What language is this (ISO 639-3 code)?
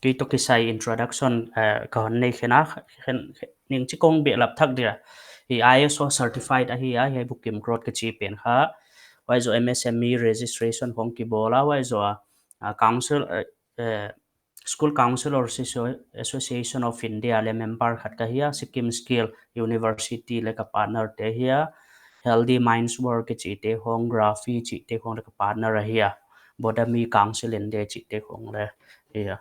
pck